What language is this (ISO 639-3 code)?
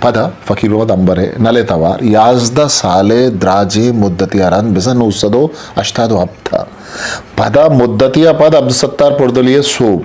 bgp